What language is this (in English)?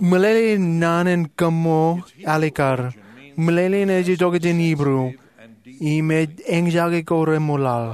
Marshallese